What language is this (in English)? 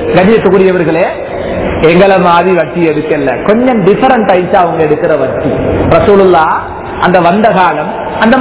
Tamil